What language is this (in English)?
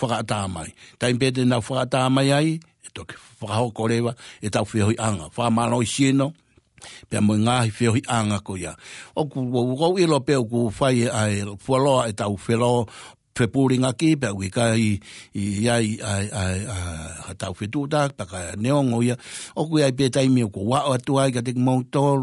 Tongan